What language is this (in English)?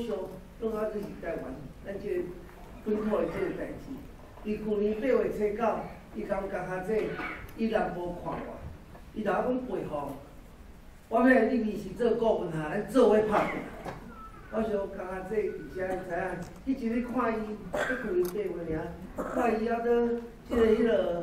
Min Nan Chinese